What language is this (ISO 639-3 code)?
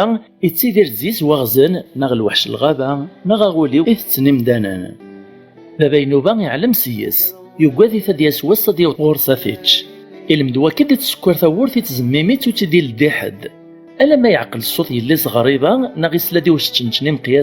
kab